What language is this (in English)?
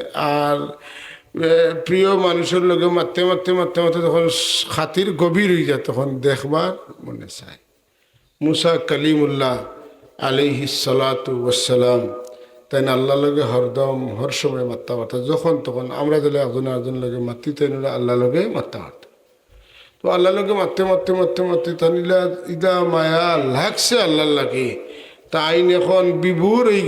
Sylheti